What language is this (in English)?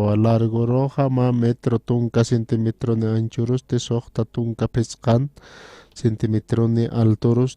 Aymara